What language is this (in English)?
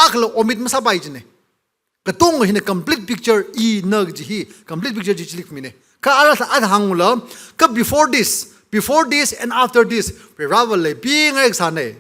Tangkhul Naga (India)